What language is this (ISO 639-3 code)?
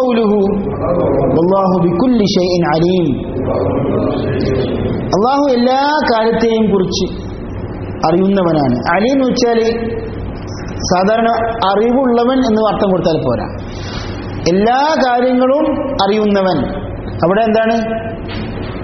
mal